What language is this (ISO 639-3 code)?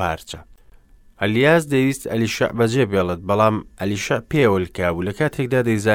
ckb